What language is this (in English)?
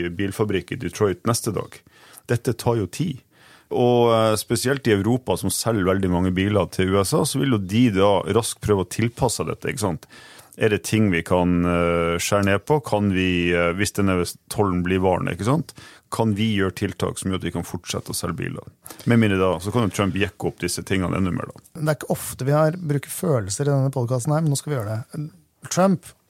Norwegian